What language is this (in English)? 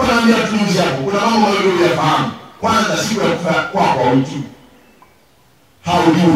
Swahili